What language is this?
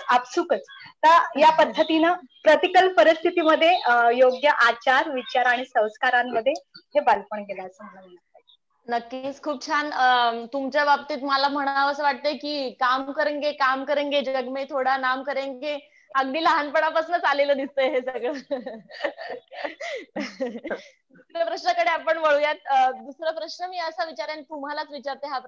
Marathi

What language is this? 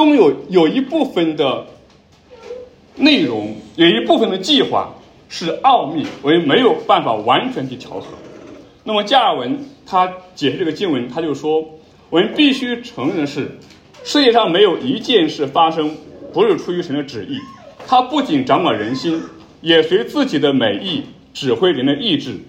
Chinese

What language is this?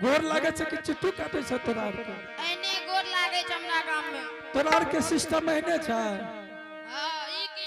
Angika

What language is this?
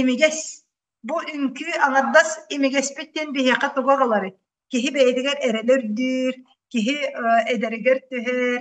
Yakut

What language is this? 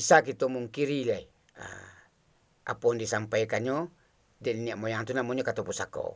Minangkabau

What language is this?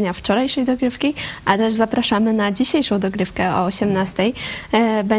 Polish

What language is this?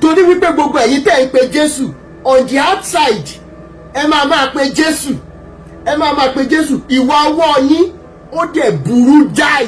Yoruba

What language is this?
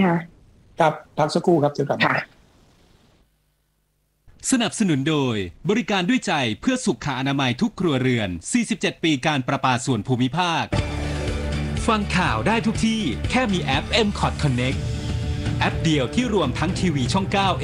Thai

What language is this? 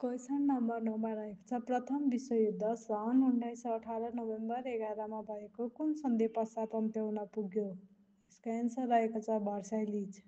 Nepali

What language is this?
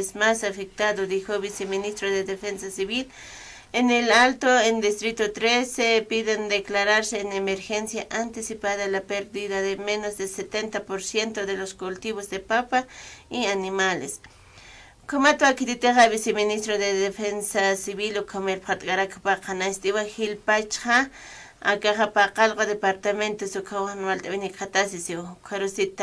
Aymara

